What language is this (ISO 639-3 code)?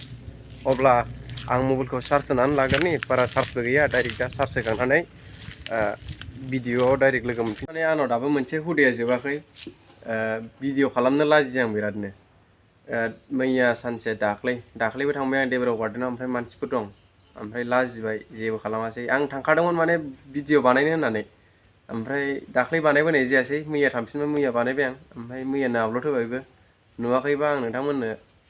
brx